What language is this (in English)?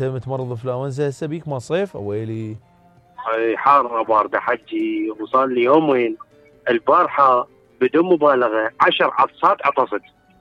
Mesopotamian Arabic